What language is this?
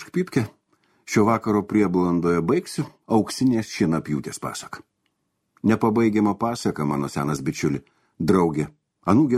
Lithuanian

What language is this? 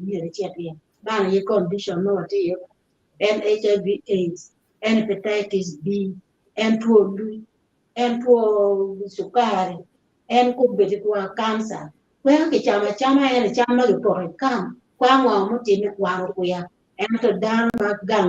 Acoli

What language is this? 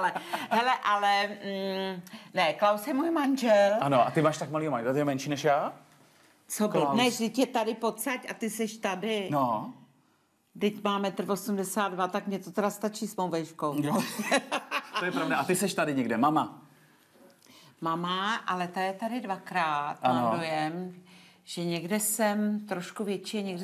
Czech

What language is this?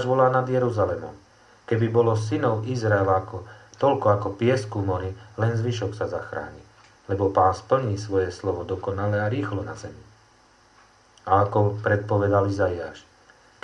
Slovak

